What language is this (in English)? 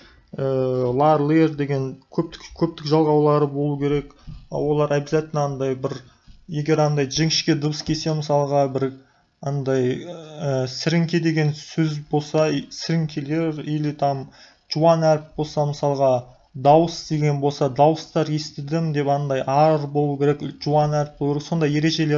Kazakh